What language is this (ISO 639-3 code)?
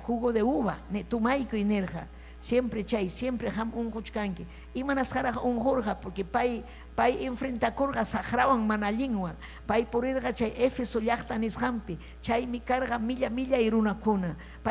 quy